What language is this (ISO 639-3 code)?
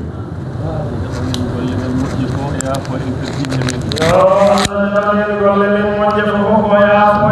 ful